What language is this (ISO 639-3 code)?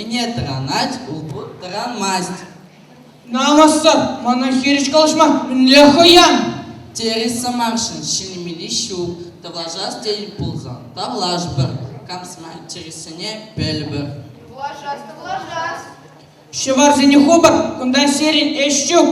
chv